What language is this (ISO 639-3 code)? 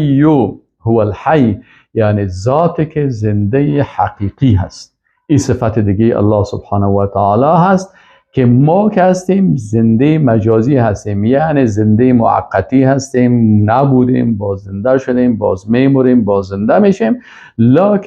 fas